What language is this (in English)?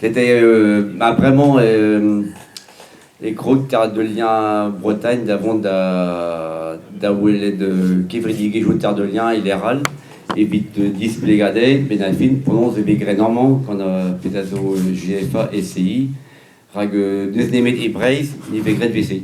Breton